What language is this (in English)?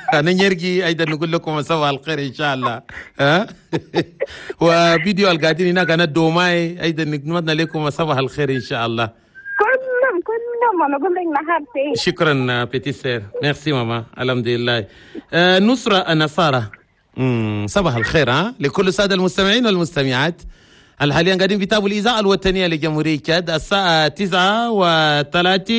Chadian Arabic